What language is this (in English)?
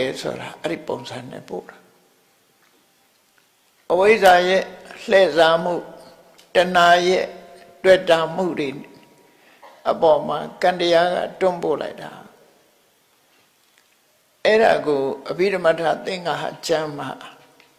Burmese